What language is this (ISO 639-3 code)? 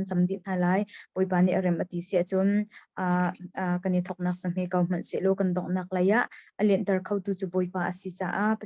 cnh